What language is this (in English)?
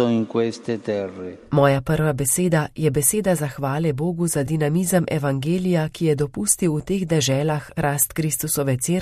Slovenian